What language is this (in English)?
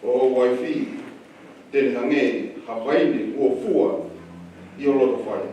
Tongan